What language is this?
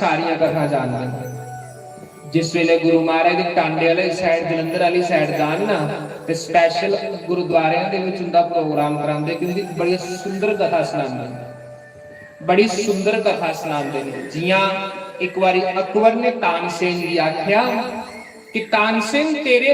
Dogri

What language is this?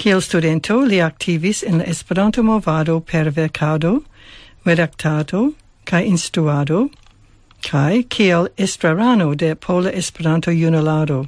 Esperanto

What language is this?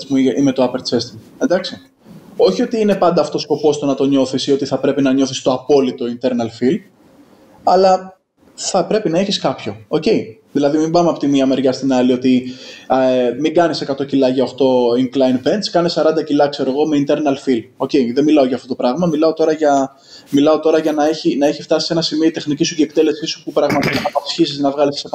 Greek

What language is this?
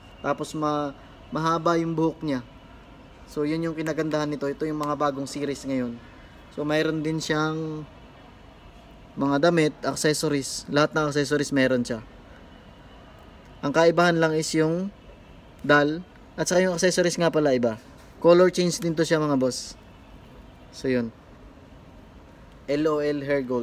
Filipino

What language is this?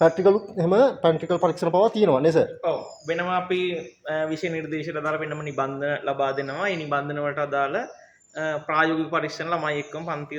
Sinhala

